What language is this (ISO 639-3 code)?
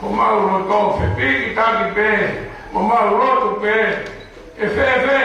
ton